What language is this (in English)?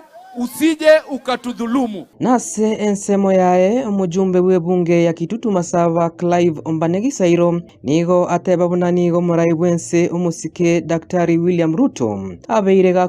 Gusii